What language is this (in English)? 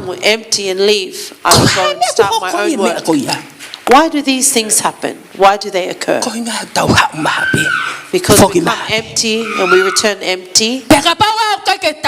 Tongan